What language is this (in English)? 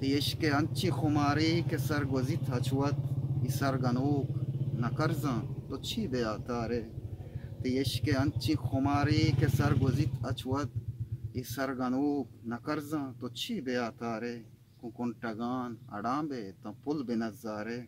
Eastern Balochi